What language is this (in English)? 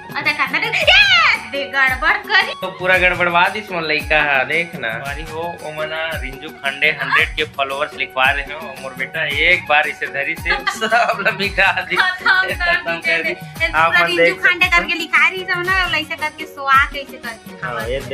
Chhattisgarhi